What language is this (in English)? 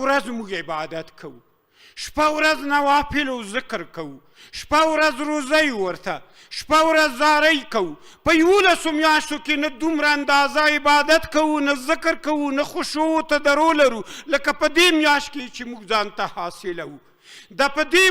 Pashto